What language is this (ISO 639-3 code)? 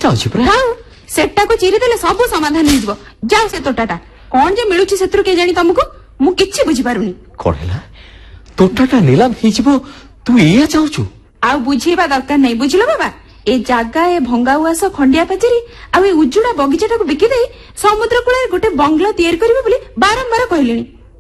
ori